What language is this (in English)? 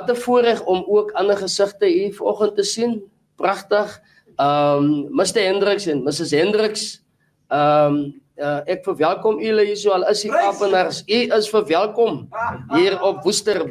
Afrikaans